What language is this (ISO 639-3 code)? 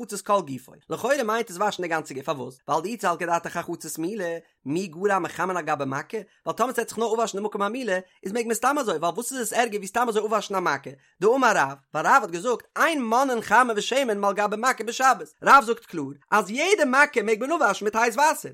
yid